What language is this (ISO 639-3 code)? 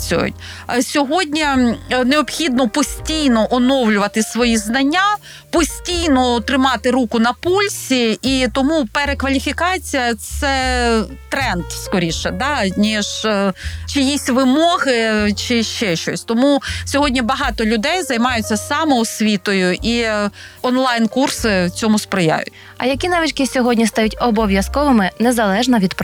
ukr